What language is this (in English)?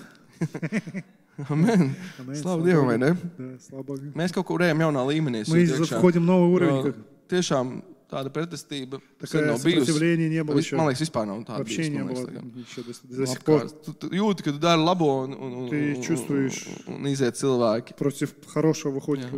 Latvian